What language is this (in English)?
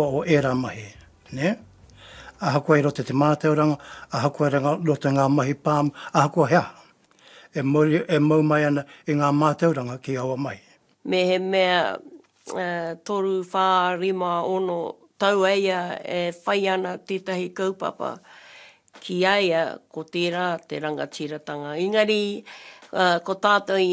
Māori